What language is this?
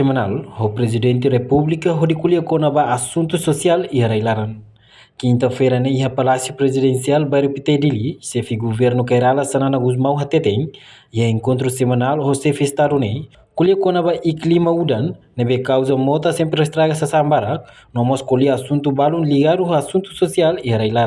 Tetum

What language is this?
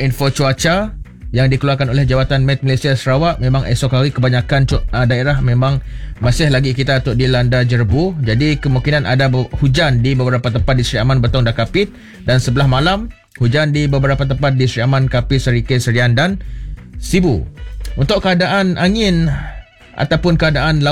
Malay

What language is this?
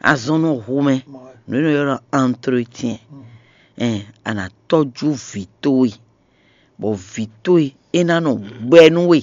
Fon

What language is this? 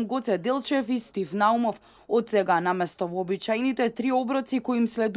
Macedonian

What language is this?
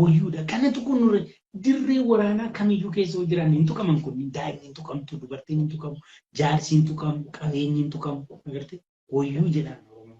Oromo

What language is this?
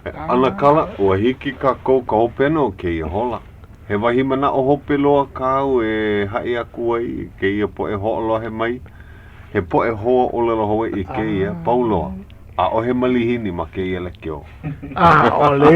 Hawaiian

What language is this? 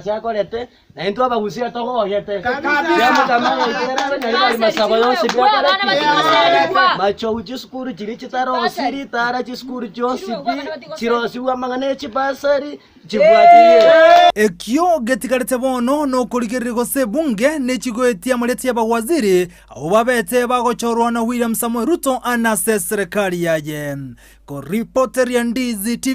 Gusii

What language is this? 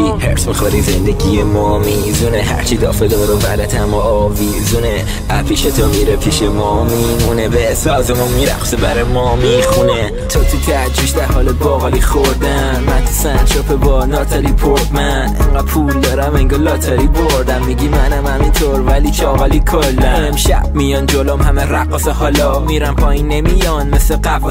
Persian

